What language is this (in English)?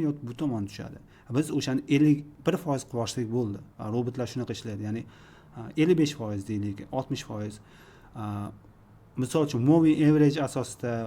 Uzbek